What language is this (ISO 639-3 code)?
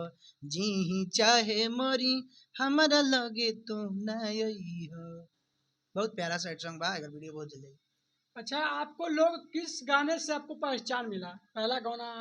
bho